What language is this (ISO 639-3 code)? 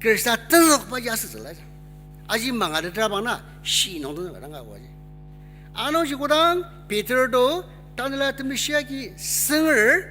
njo